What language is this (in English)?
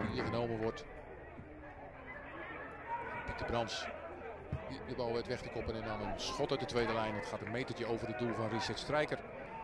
Dutch